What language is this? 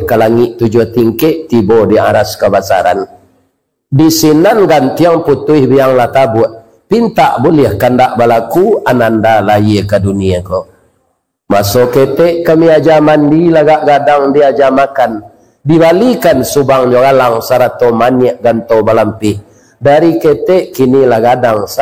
Minangkabau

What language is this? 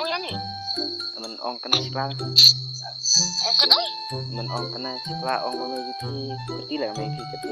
Khasi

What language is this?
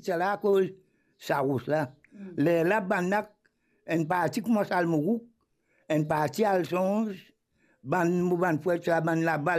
Morisyen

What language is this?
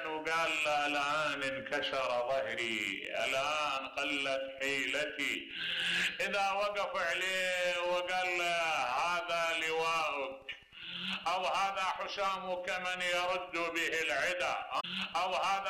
Mesopotamian Arabic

